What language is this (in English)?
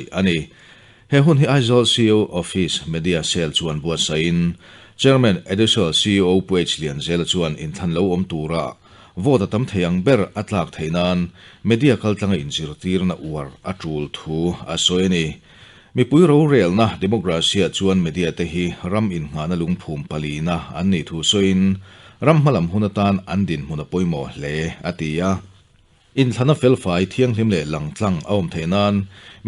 Mizo